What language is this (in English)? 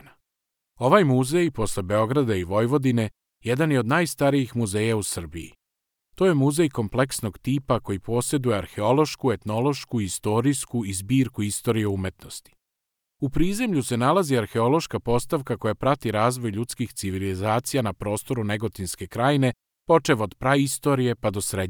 Serbian